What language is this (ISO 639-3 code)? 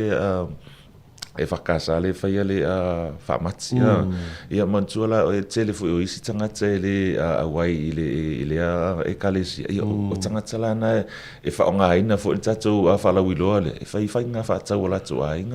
smo